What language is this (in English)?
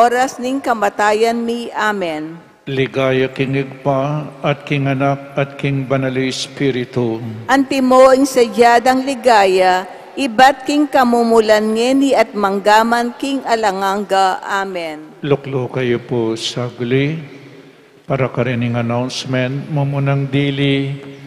Pampanga